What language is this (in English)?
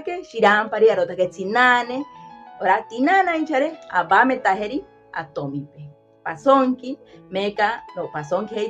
Asháninka